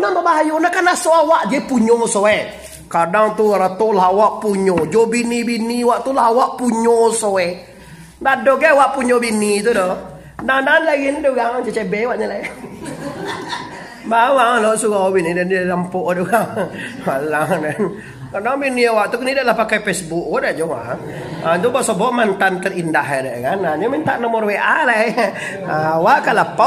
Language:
Minangkabau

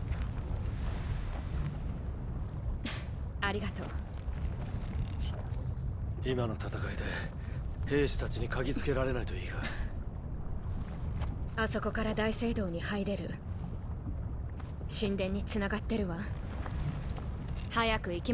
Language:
Japanese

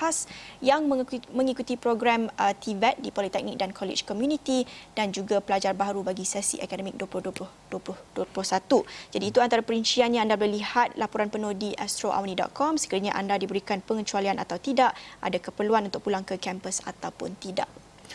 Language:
Malay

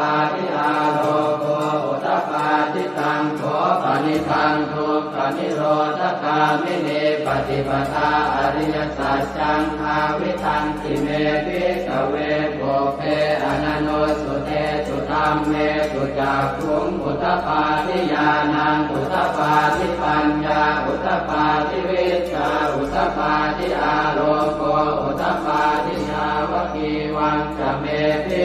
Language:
Pali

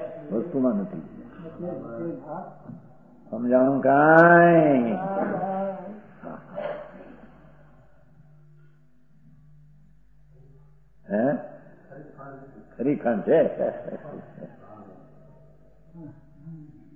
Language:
Gujarati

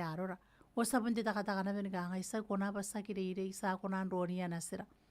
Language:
Gilbertese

